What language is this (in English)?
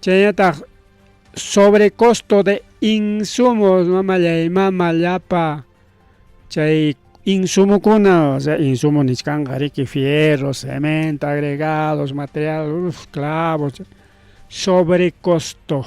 Ayacucho Quechua